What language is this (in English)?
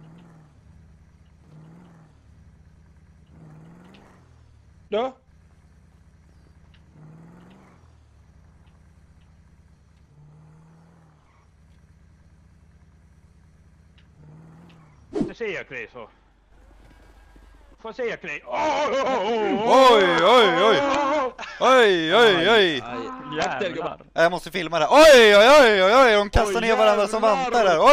Swedish